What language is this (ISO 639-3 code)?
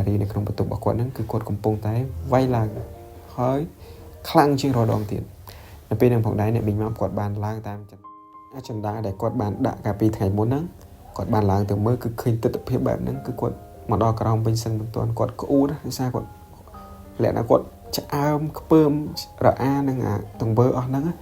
khm